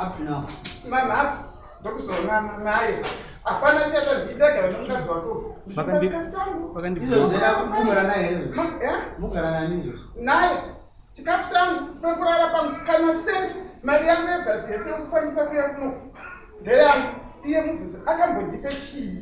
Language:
Shona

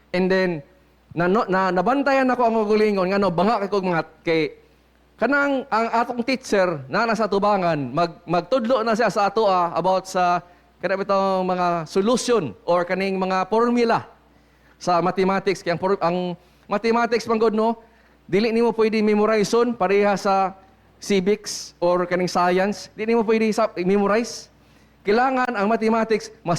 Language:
Cebuano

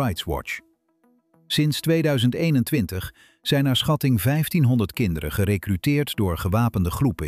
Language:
Dutch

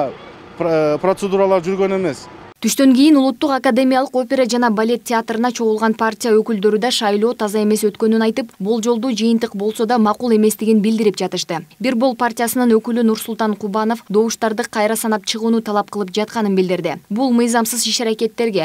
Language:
Kyrgyz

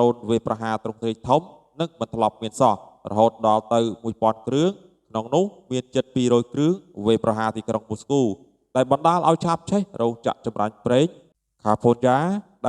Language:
Khmer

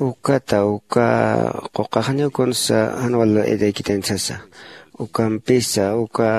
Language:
Aymara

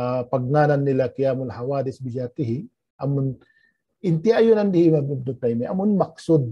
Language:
Tausug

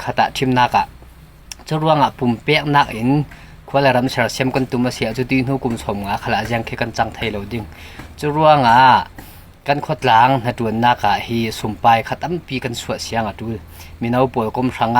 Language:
Falam Chin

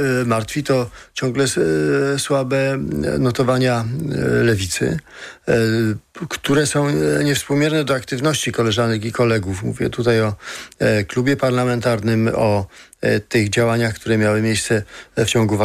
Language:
Polish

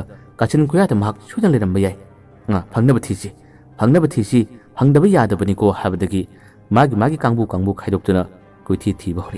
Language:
Manipuri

